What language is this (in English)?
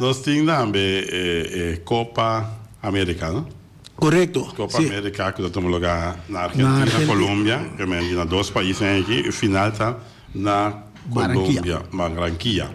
Papiamento